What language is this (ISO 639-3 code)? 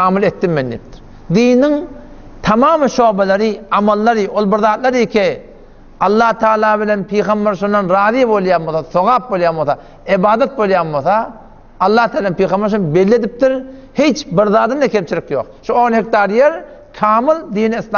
tuk